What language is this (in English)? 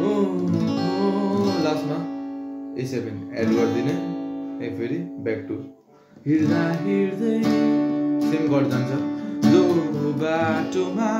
Nepali